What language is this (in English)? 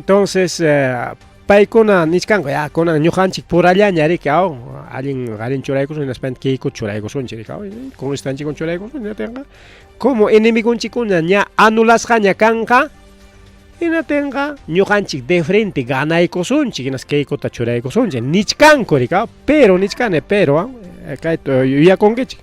Ayacucho Quechua